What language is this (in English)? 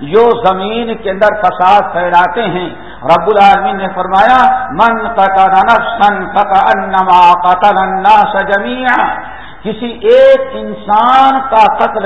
Urdu